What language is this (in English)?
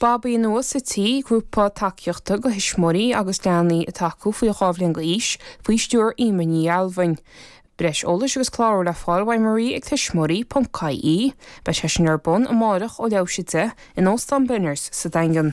Irish